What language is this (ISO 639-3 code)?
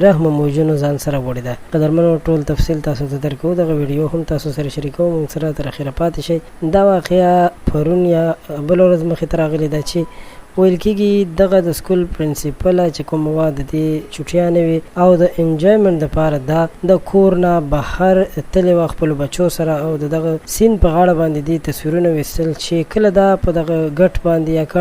pus